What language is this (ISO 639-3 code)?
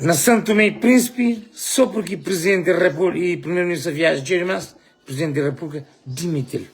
kea